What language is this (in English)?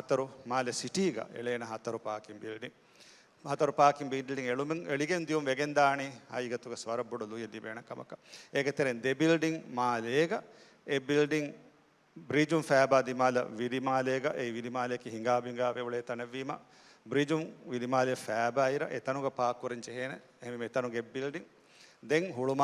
Divehi